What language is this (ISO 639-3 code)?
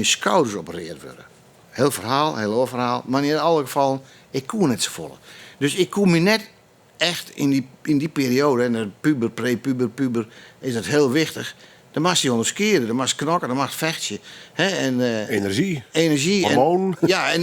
fry